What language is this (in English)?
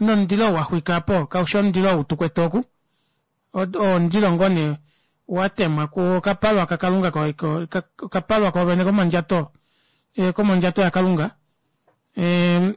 Kuanyama